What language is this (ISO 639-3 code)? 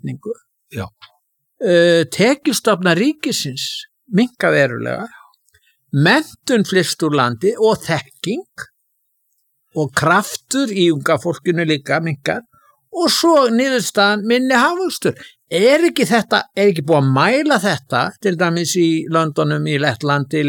isl